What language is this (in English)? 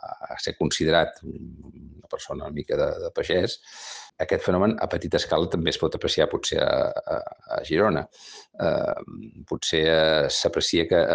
Catalan